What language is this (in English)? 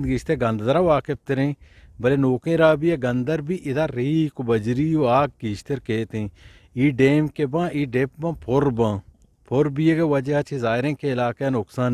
Eastern Balochi